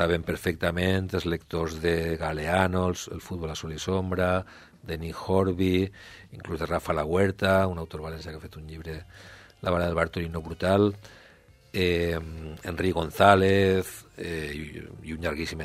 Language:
Catalan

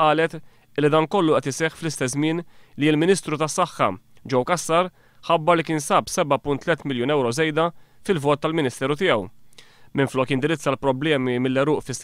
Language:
Maltese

